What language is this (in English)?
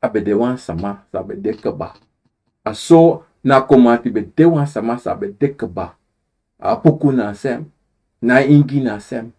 Sranan Tongo